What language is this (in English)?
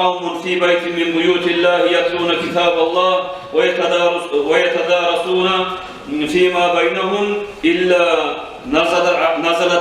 Kumyk